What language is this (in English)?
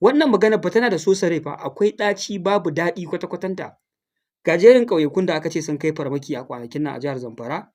Hausa